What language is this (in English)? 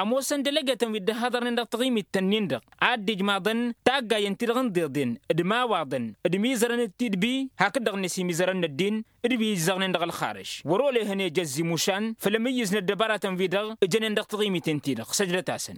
Tamasheq